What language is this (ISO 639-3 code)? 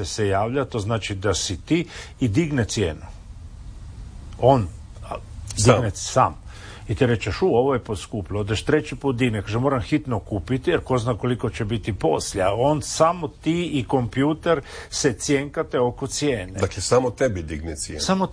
hrv